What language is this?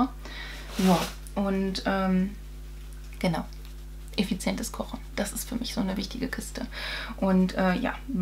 German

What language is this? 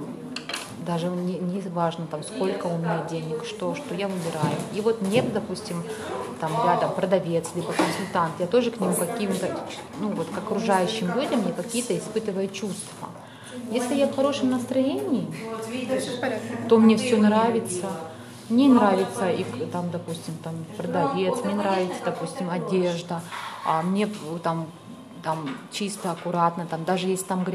Russian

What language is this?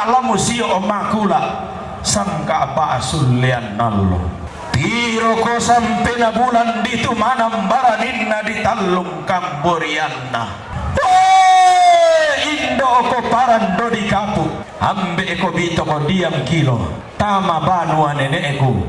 Toraja-Sa'dan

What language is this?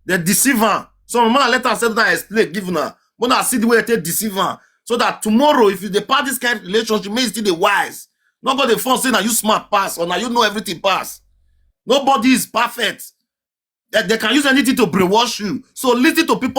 Nigerian Pidgin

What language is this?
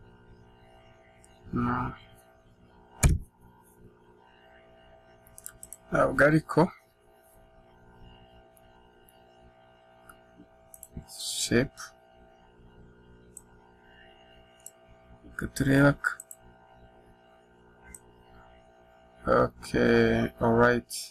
Kinyarwanda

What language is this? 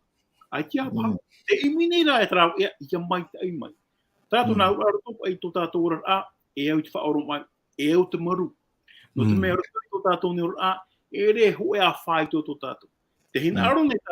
Tahitian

